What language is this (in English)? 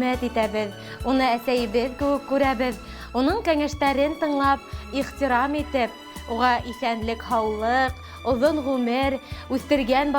Bashkir